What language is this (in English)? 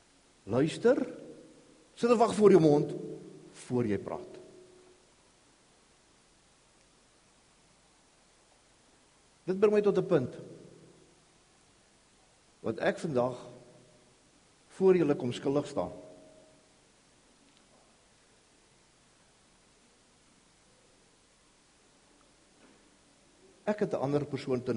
Afrikaans